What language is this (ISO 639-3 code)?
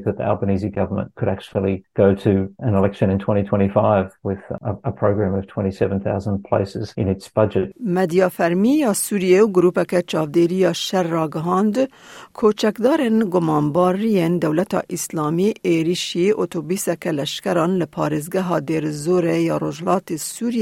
kur